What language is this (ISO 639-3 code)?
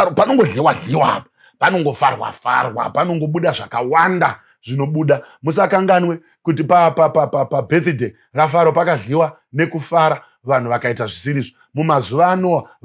sna